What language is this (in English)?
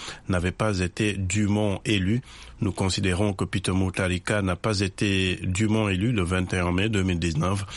French